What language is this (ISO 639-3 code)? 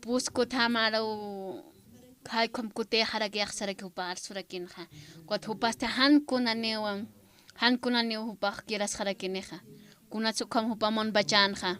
aym